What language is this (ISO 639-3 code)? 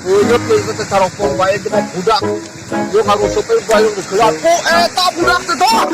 sun